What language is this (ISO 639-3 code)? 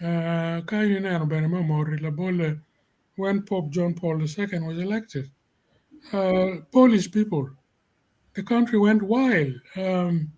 ach